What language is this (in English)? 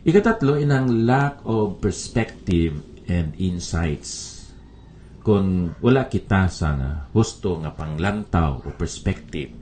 Hiligaynon